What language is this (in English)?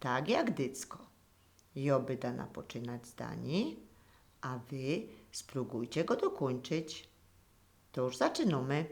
Silesian